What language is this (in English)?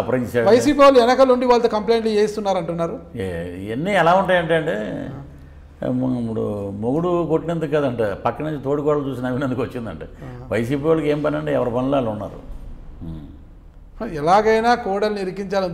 Telugu